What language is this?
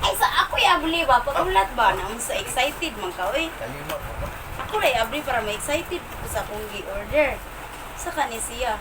Cebuano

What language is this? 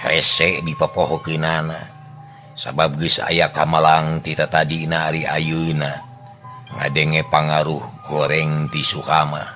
Sundanese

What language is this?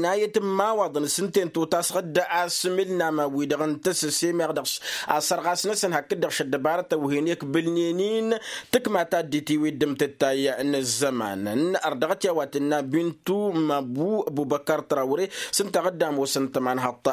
Tamasheq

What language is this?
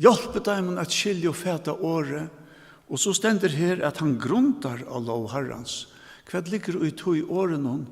Faroese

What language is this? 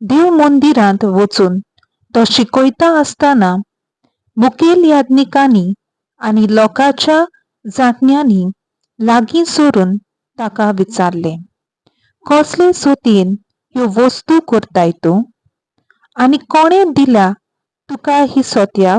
Konkani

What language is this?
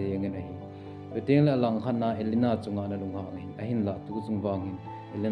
Thado Chin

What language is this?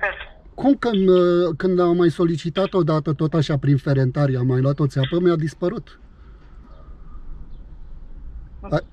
Romanian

